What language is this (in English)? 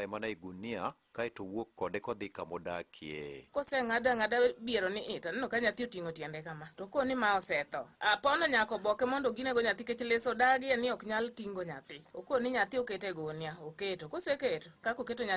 Luo (Kenya and Tanzania)